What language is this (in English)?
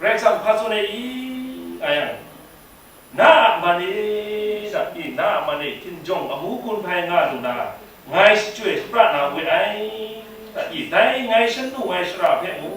Kachin